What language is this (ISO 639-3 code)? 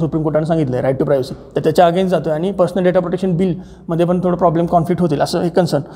mar